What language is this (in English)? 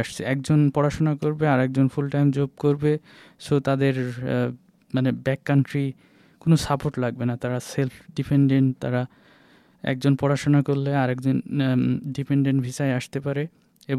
Bangla